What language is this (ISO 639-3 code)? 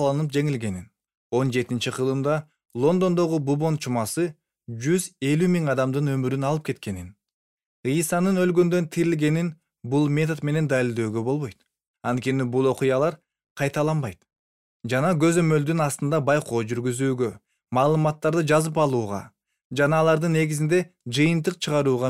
kir